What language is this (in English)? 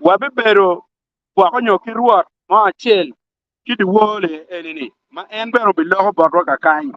Acoli